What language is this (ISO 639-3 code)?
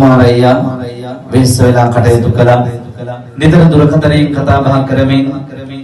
sin